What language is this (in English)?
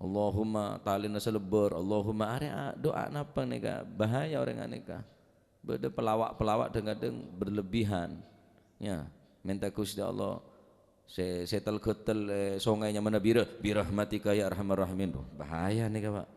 Madurese